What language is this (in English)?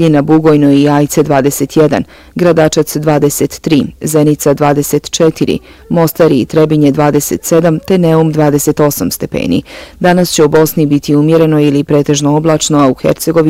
Bosnian